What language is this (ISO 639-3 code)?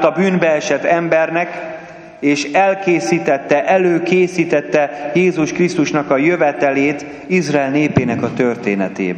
hun